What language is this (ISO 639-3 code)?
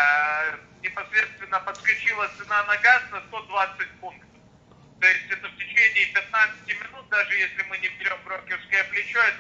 rus